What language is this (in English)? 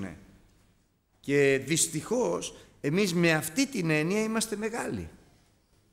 Greek